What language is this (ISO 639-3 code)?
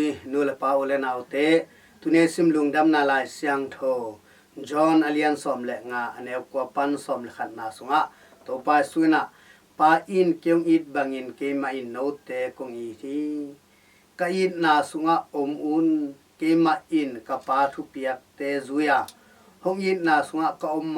ctd